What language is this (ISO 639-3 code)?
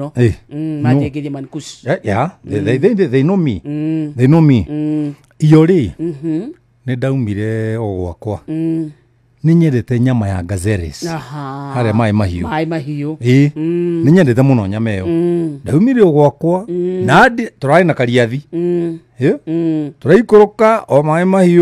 kik